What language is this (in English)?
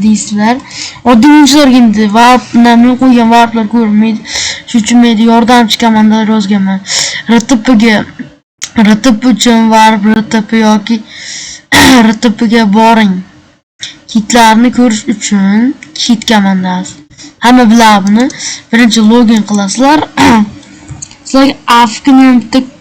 Uzbek